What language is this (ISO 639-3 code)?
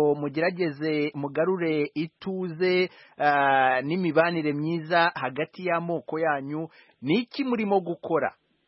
kin